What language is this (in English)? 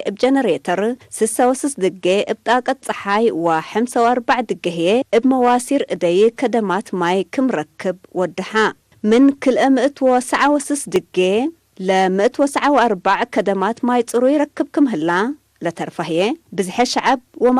Tigre